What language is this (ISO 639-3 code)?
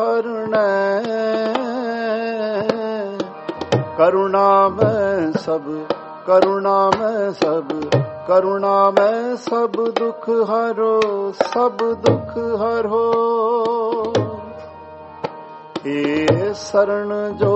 pan